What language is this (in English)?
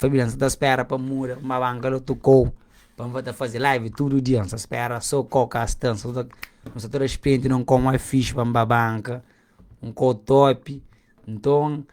Kabuverdianu